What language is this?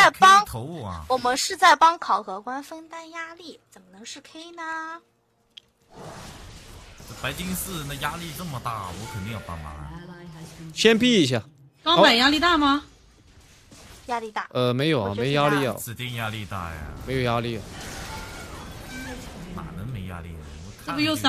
Chinese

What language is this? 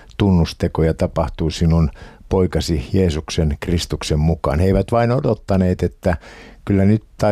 Finnish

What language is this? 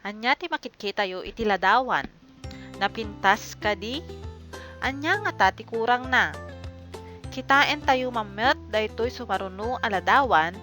Iloko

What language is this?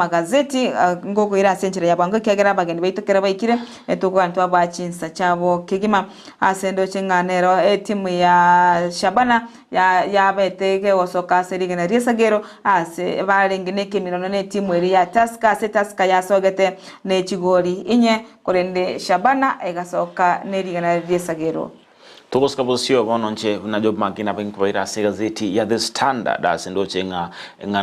Gusii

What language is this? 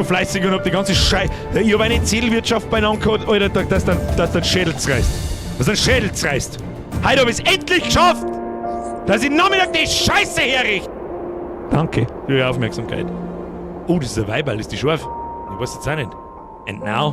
Bavarian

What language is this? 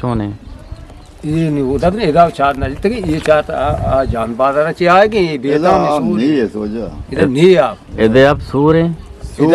Eastern Balochi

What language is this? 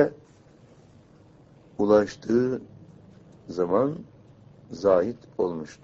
Turkish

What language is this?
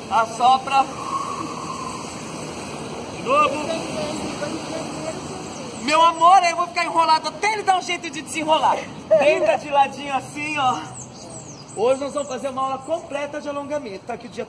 Portuguese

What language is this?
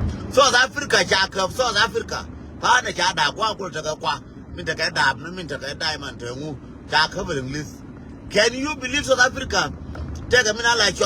Nuer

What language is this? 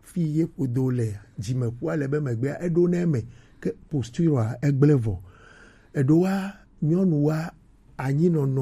Gen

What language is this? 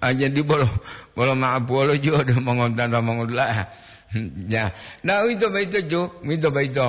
Gorontalo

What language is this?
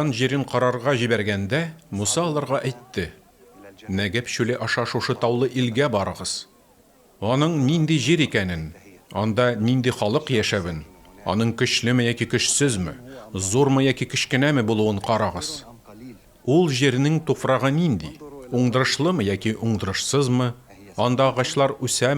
Tatar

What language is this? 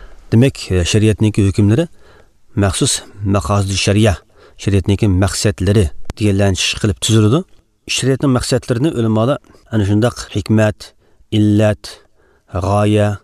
Uyghur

